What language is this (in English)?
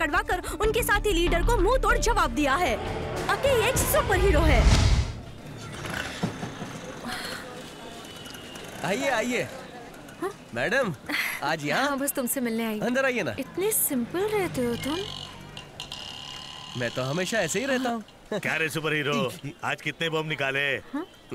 Hindi